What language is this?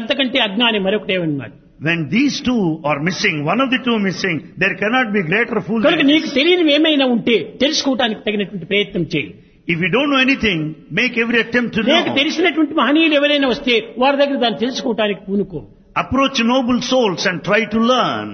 Telugu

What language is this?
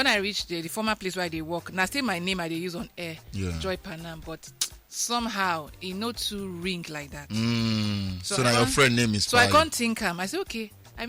Nigerian Pidgin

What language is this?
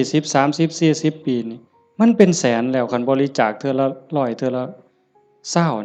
Northeastern Thai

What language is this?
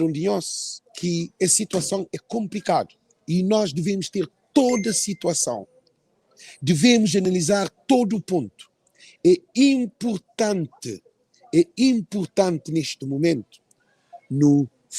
Kabuverdianu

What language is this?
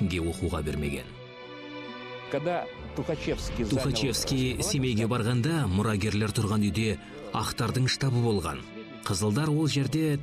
Kazakh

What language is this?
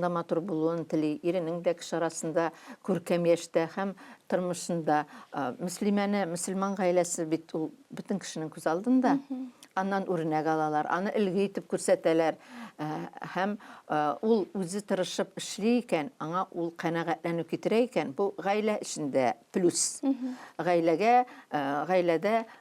Tatar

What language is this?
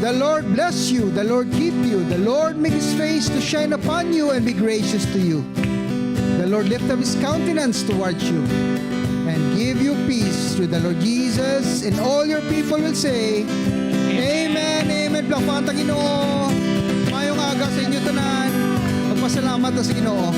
Hiligaynon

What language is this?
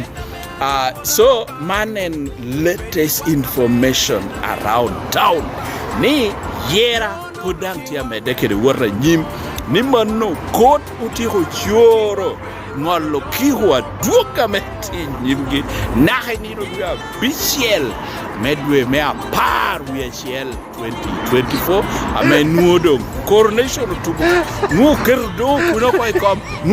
Lango (Uganda)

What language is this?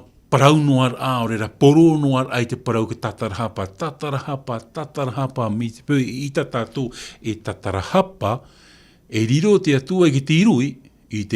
Tahitian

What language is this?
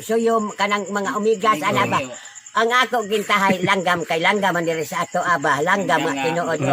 Cebuano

